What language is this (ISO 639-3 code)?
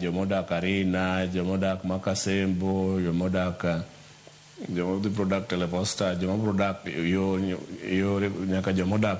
luo